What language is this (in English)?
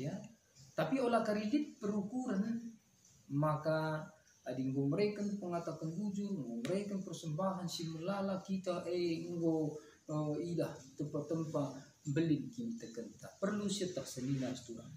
Batak Karo